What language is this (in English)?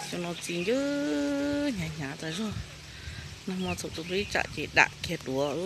Hmong